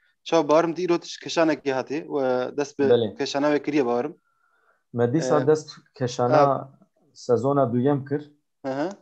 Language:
Kurdish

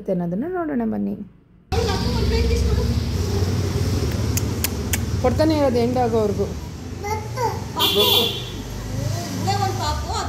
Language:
Kannada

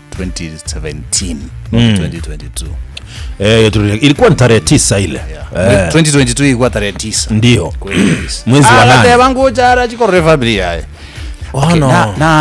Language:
Gusii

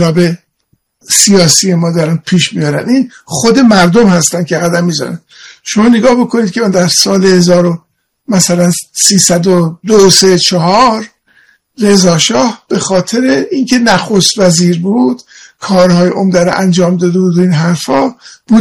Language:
Persian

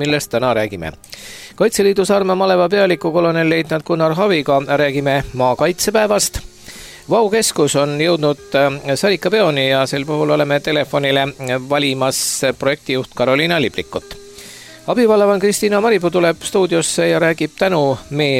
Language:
Estonian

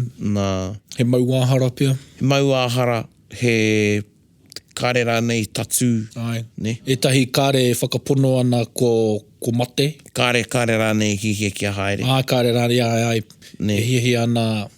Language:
Māori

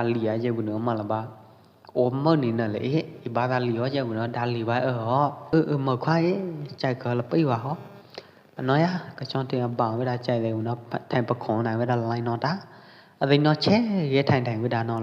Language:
Pwo Eastern Karen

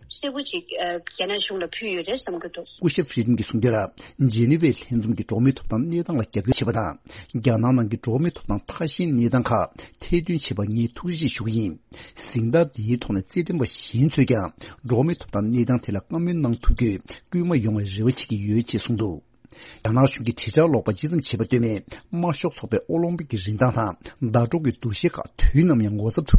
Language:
Tibetan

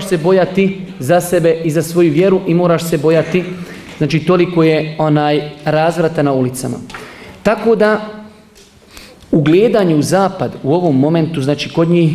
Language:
Bosnian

